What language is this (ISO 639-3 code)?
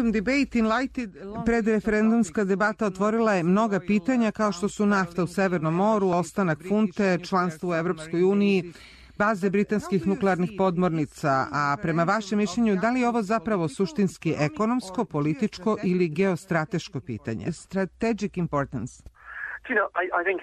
srp